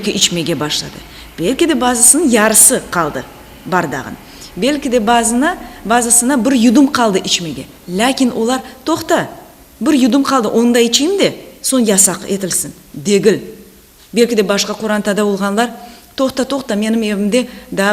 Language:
Crimean Tatar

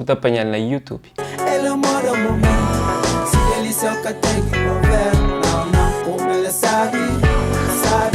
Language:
Kabuverdianu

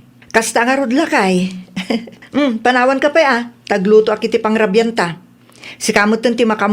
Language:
Iloko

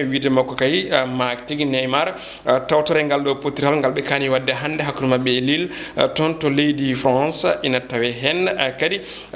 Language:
Fula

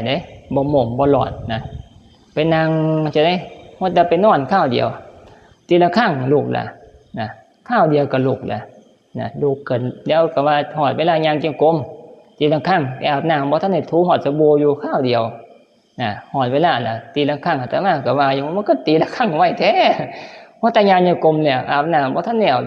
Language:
Northeastern Thai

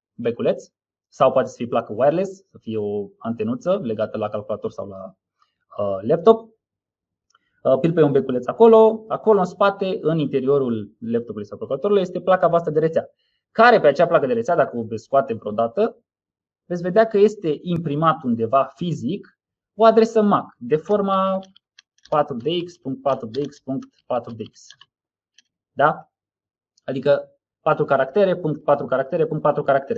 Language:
Romanian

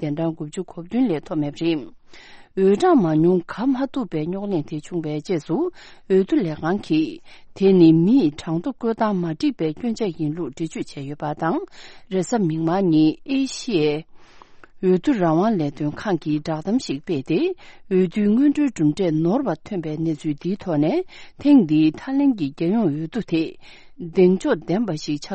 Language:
Tibetan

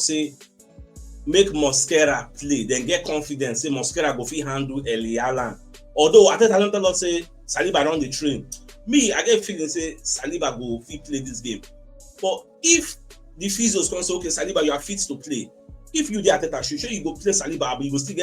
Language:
Nigerian Pidgin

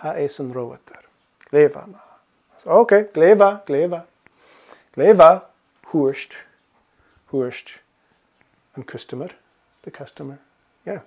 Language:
Scottish Gaelic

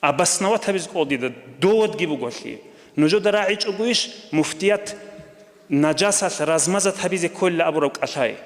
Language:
Avaric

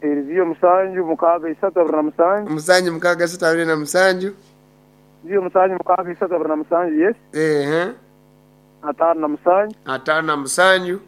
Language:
Nyoro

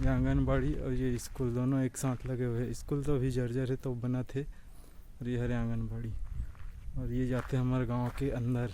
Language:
Chhattisgarhi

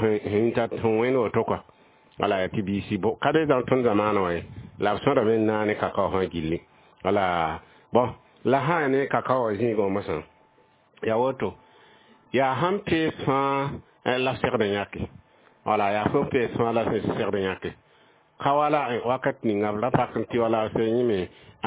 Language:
Mossi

